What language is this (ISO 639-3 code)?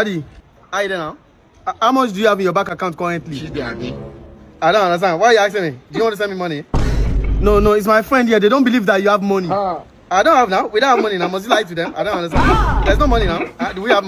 pcm